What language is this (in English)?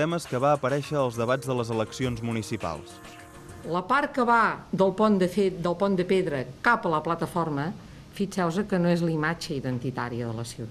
Catalan